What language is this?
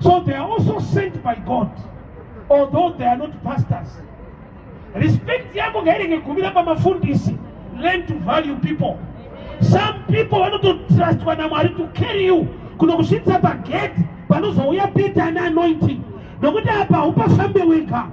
Shona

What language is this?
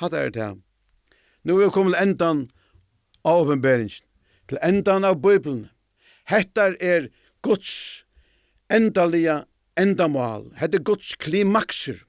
Faroese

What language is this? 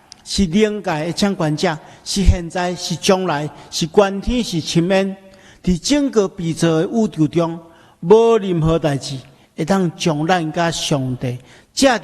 Min Nan Chinese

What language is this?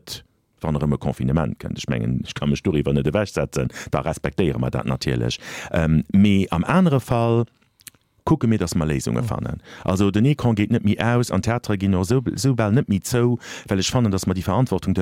Luxembourgish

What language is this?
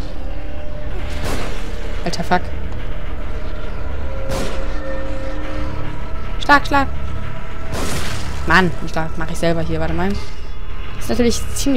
German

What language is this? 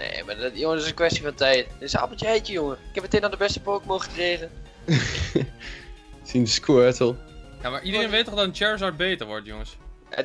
Dutch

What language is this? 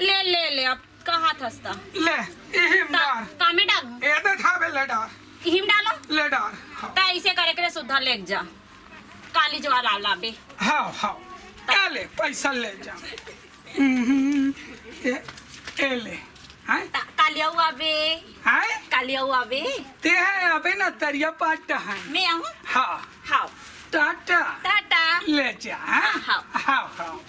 Chhattisgarhi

